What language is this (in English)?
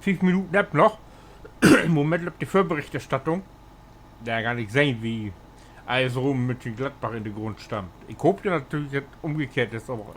Low German